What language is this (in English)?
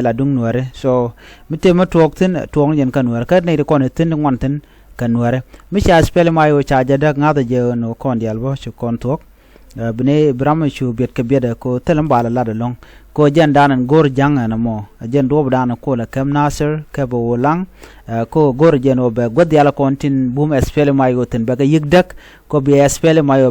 Nuer